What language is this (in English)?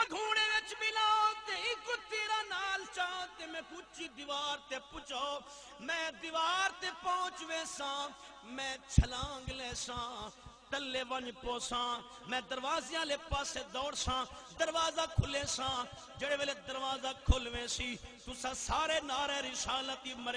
Saraiki